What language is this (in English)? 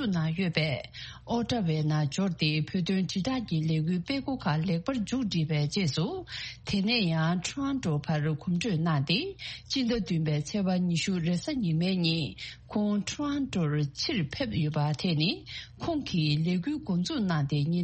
Tibetan